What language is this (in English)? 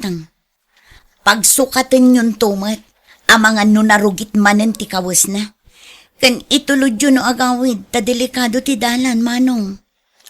Iloko